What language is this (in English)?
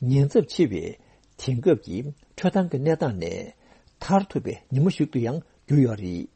Tibetan